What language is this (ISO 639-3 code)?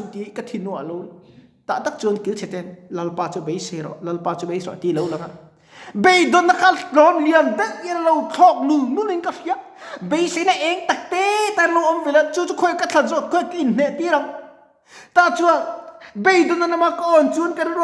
lus